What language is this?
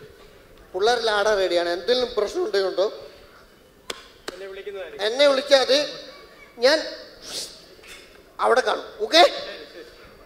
Malayalam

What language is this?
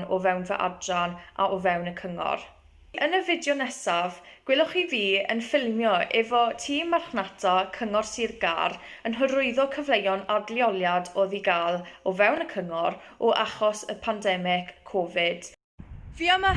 Welsh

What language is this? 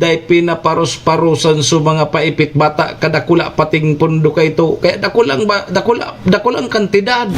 Bikol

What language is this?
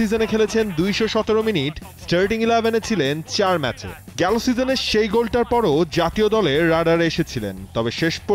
Bangla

